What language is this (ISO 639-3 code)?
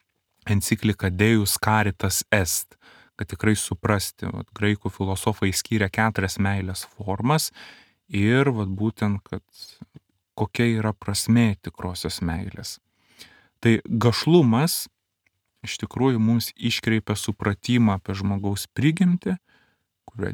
lit